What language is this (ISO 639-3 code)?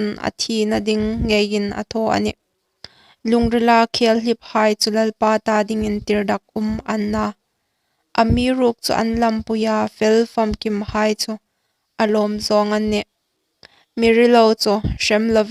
hmr